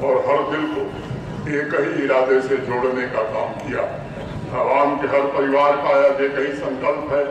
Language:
Gujari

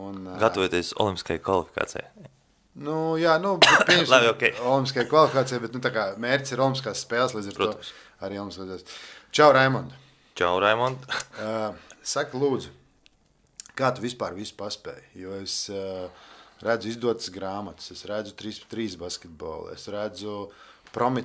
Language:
Latvian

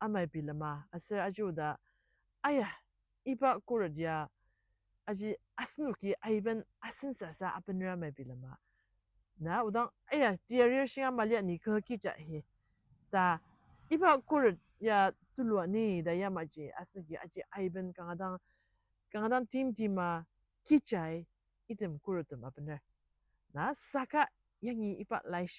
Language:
Ao Naga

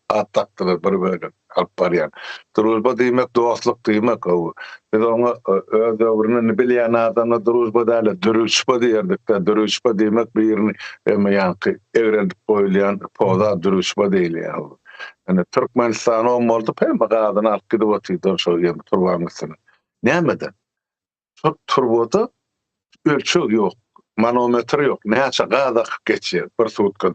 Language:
Turkmen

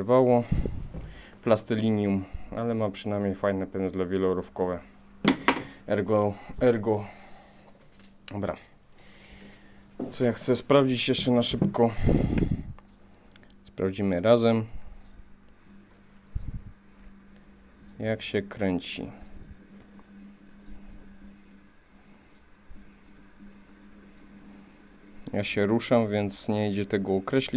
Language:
Polish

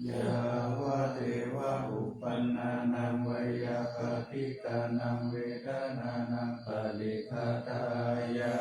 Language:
Pali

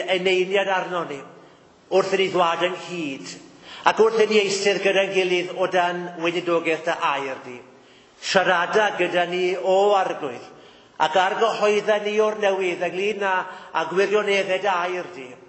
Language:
Welsh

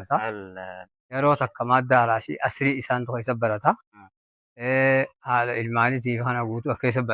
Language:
Oromo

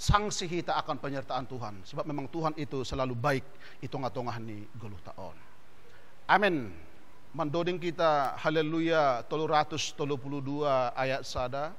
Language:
Batak Simalungun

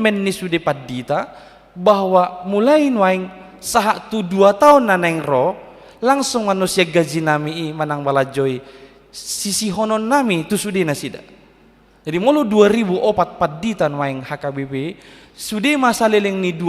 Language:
Batak Toba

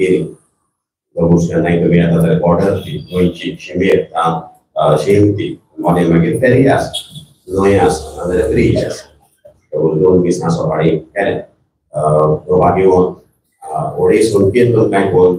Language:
Konkani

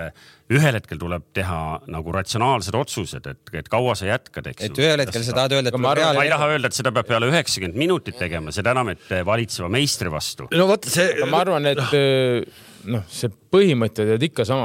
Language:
Estonian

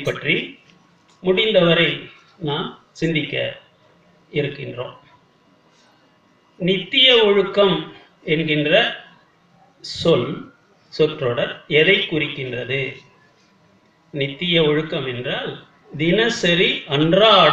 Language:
Tamil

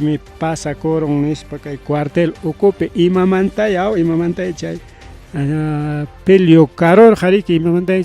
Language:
Ayacucho Quechua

